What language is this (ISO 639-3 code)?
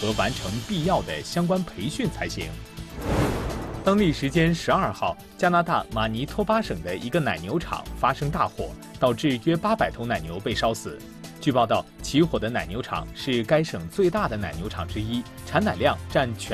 zho